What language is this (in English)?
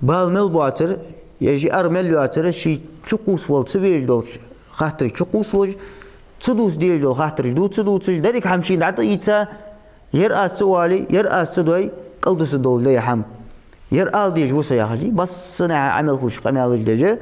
Ingush